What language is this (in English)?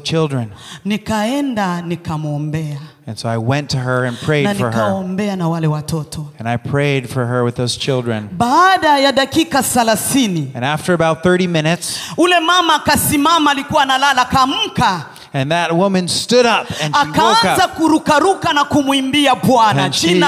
Swahili